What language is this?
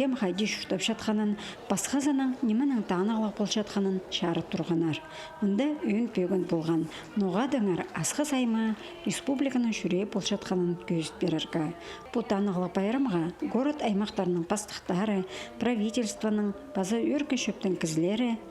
Khakas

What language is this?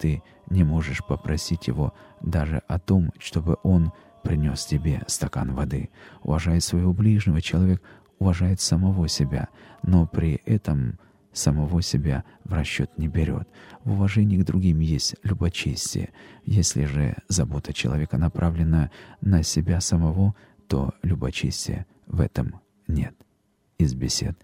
Russian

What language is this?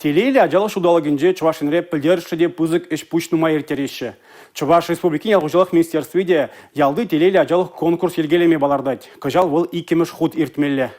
Chuvash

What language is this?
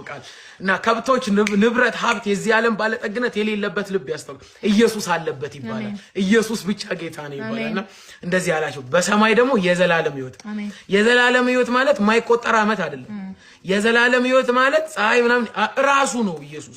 Amharic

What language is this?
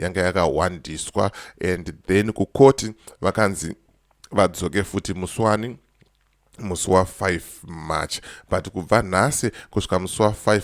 Shona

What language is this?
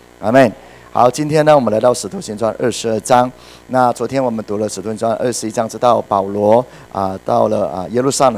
Chinese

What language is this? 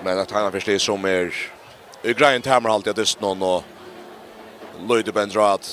Faroese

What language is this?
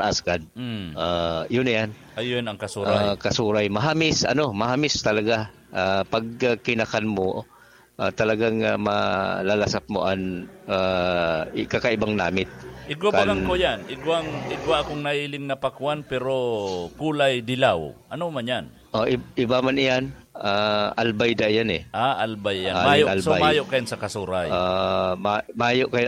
Bikol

